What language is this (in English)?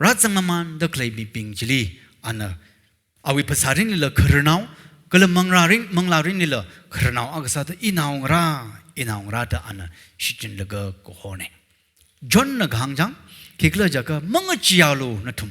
Tangkhul Naga (India)